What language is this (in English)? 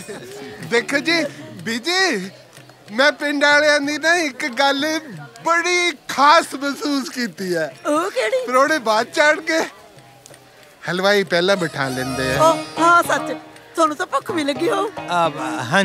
Punjabi